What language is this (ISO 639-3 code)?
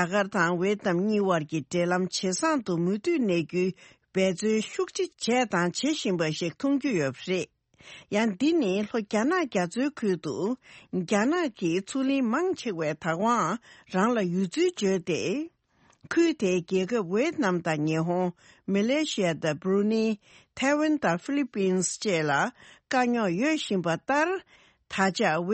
bod